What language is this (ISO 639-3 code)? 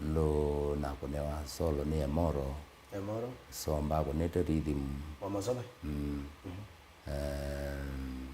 kam